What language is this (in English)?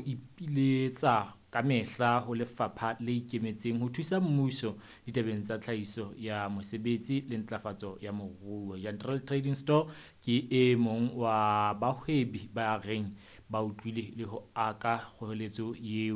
Southern Sotho